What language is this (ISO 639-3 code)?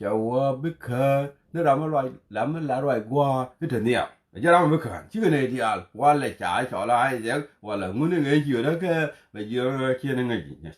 nus